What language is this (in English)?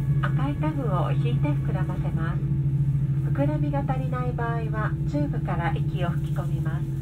Japanese